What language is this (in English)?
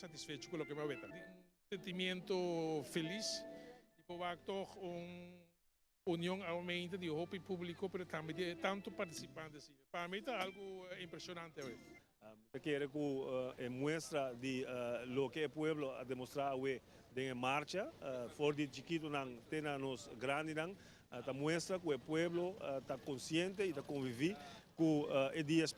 Papiamento